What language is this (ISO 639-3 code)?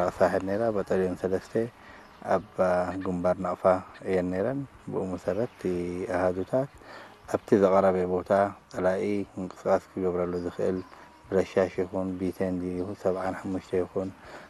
tir